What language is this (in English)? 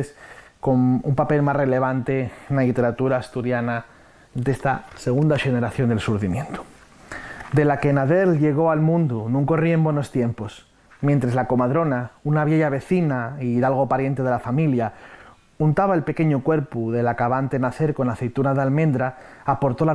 Asturian